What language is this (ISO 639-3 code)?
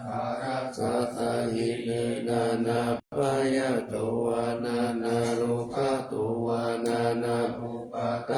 pli